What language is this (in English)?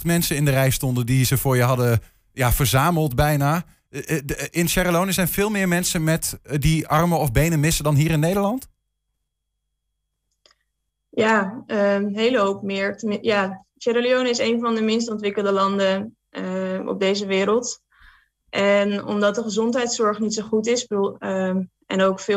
Dutch